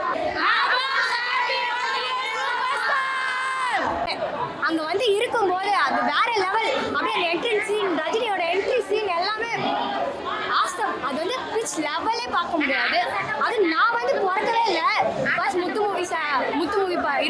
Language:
Tamil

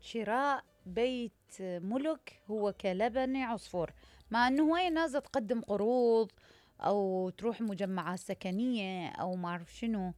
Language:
Mesopotamian Arabic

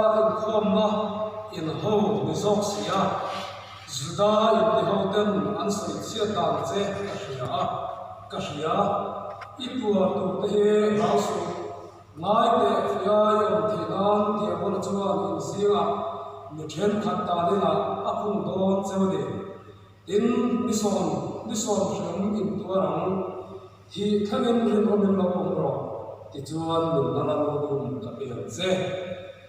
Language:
Mizo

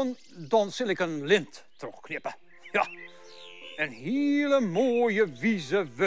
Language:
Western Frisian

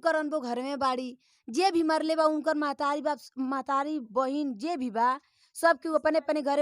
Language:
Bhojpuri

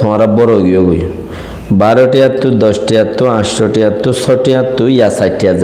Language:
Rohingya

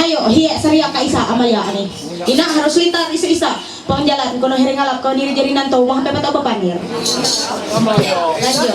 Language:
Ma'anyan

